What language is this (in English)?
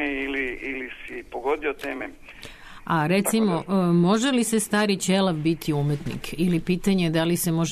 Serbian